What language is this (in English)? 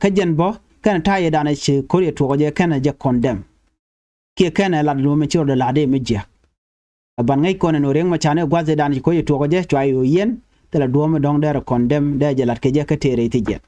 Nuer